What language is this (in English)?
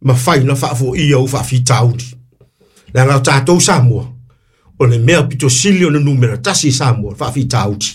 Samoan